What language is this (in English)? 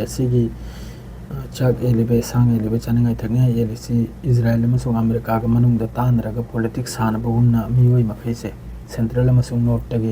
Manipuri